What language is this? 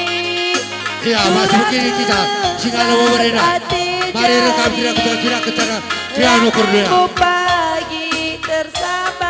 Batak Karo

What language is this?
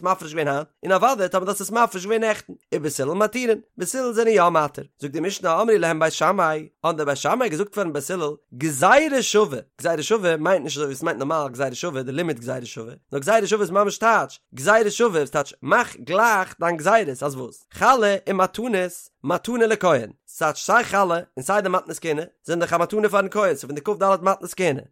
Yiddish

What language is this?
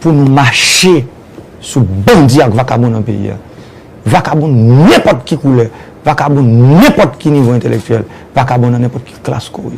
Haitian Creole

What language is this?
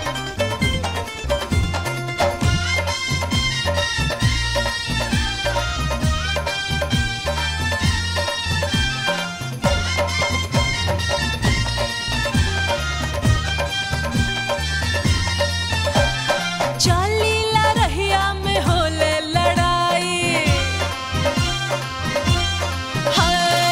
Bhojpuri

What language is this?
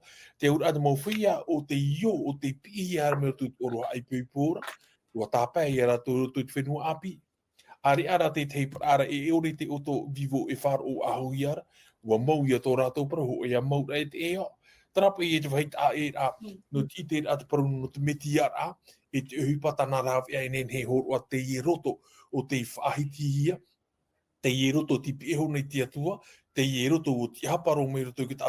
Tahitian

